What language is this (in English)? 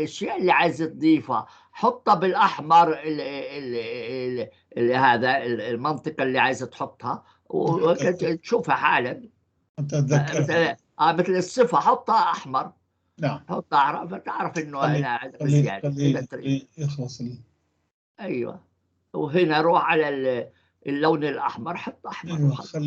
North Levantine Arabic